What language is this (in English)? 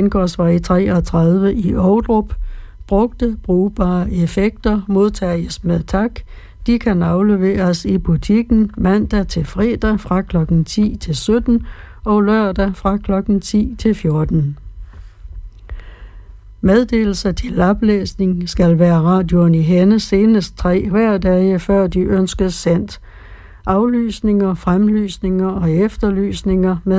Danish